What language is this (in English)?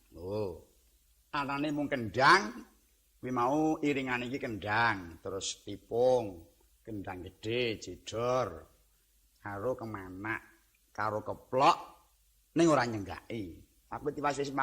Javanese